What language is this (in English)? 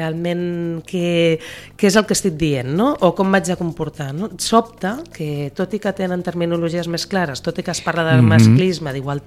Catalan